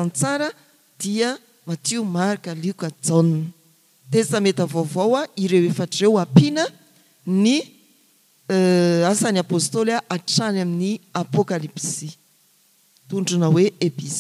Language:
Malagasy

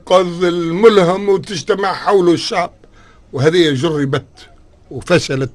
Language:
Tunisian Arabic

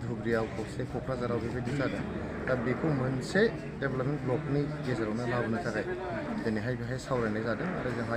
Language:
Bodo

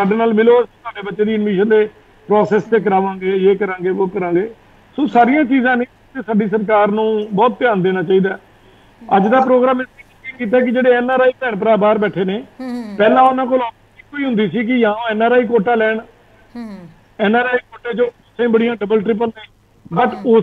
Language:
Punjabi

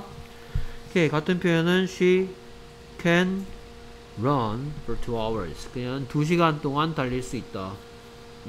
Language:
Korean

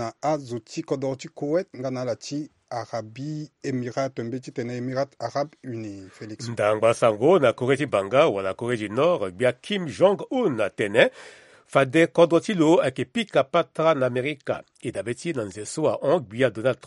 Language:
Sango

